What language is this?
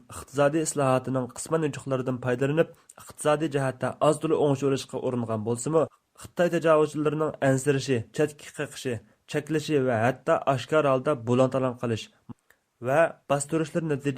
Uyghur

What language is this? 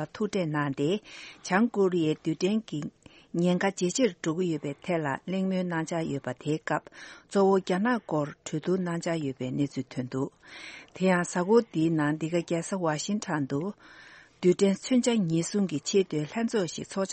Tibetan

